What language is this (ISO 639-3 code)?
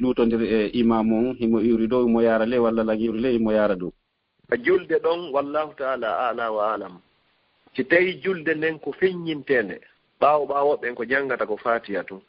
ful